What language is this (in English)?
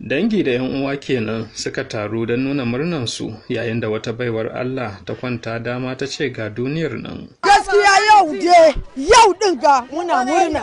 Hausa